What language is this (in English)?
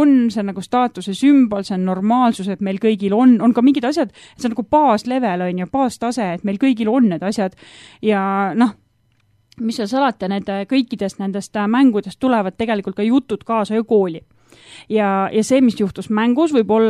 Estonian